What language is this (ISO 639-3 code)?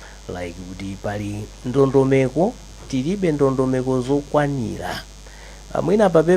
nya